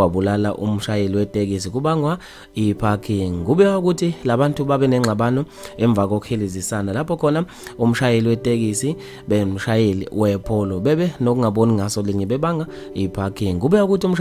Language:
Zulu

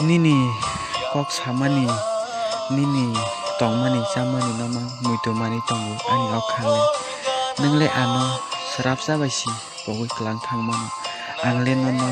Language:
Kok Borok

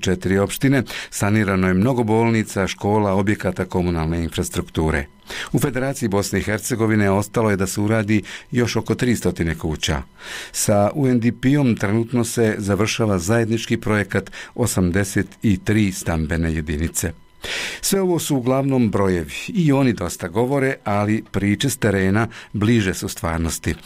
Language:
Bosnian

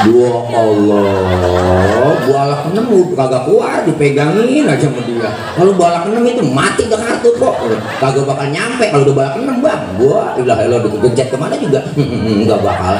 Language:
Betawi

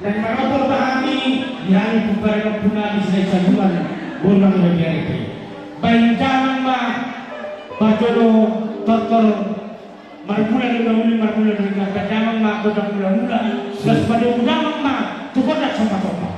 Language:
Batak Toba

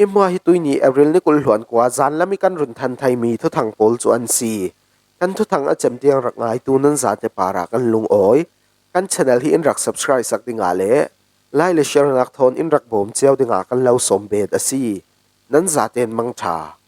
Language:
Falam Chin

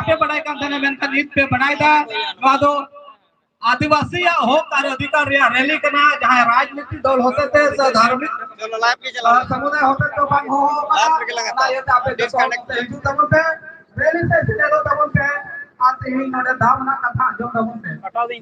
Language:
Santali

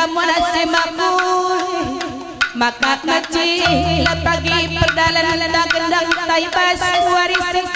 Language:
Batak Karo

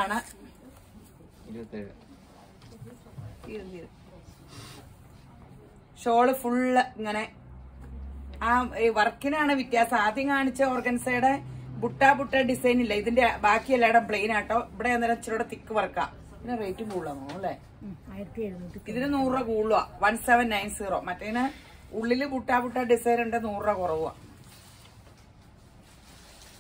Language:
Malayalam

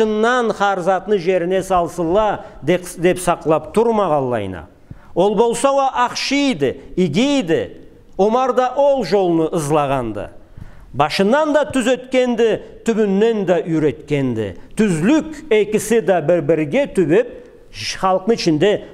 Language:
Karachay-Balkar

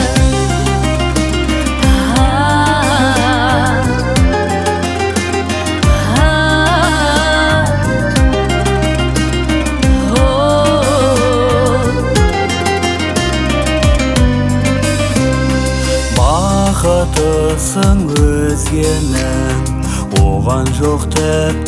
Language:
Kazakh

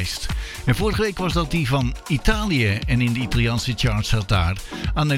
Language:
Dutch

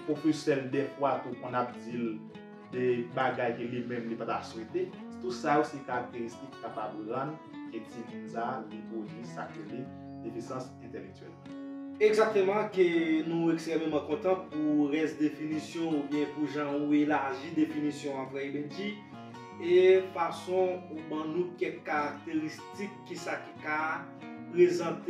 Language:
Haitian Creole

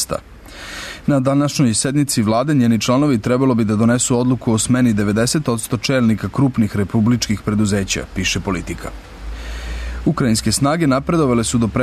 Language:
Serbian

